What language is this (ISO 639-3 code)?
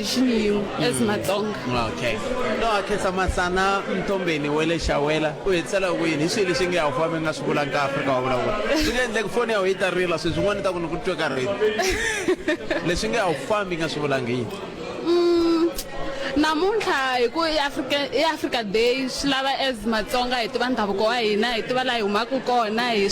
tso